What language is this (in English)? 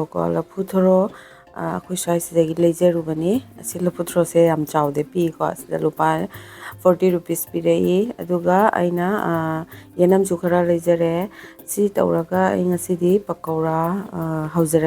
Manipuri